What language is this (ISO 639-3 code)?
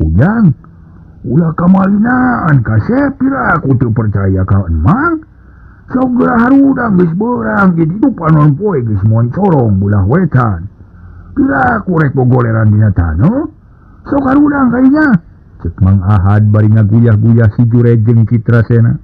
sun